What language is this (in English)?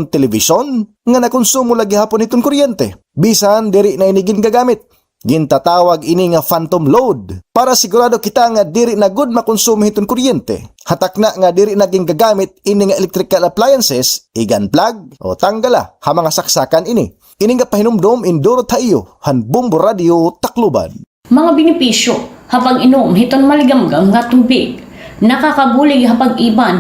Waray